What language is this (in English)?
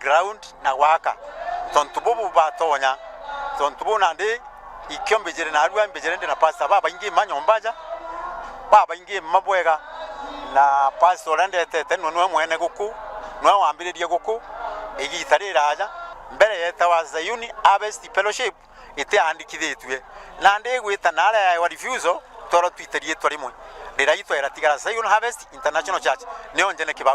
Meru